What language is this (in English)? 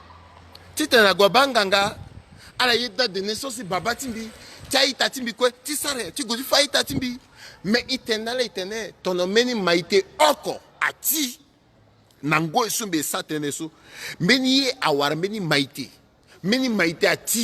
Sango